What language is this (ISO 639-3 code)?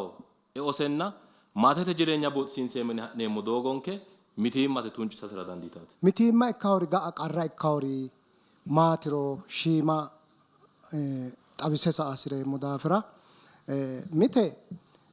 sid